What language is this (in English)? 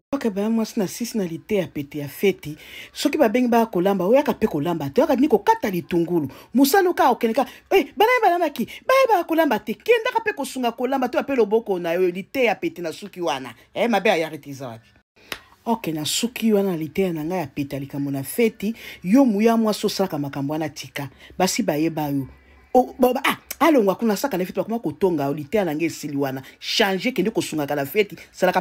Lingala